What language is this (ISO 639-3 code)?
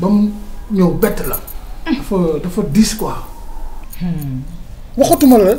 wol